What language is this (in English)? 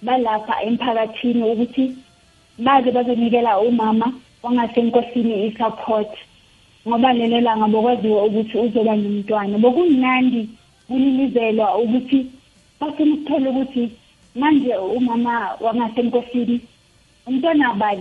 South Ndebele